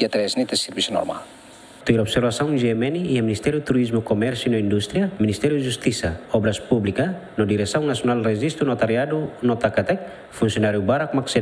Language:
Tetum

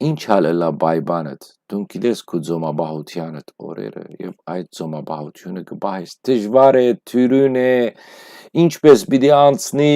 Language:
Western Armenian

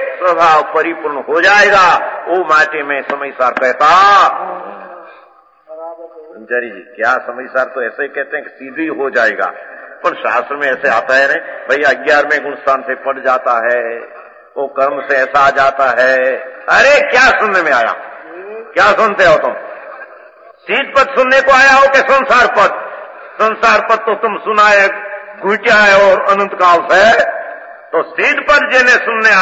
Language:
Hindi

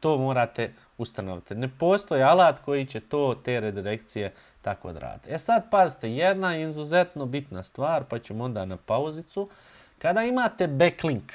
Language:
Bosnian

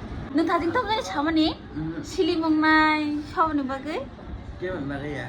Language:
Kok Borok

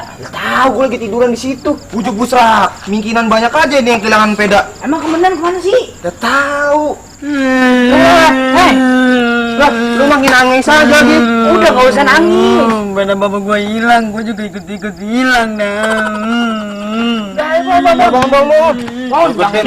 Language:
Betawi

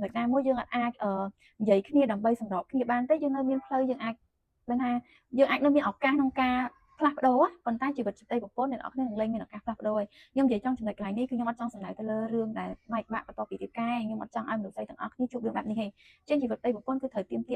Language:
Khmer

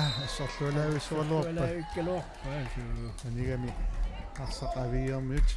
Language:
Kalaallisut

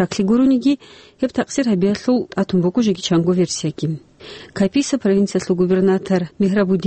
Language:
Avaric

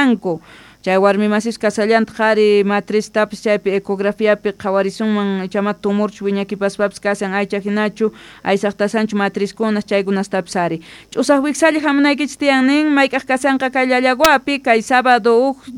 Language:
Quechua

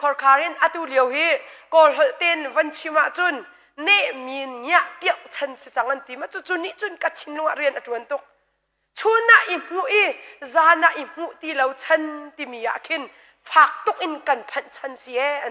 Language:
Hakha Chin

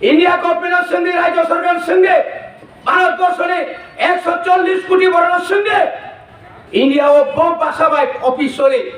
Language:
Kok Borok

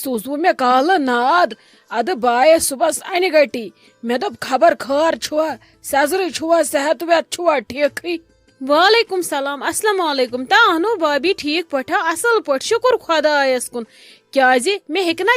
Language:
Kashmiri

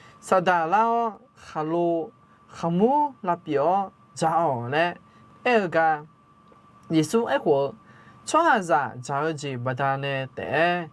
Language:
Akha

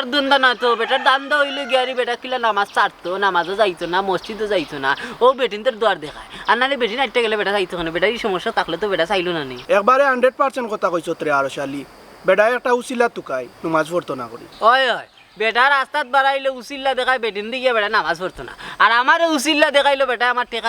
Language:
Sylheti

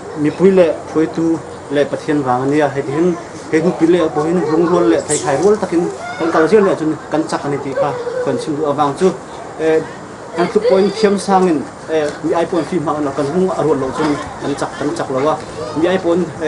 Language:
Hakha Chin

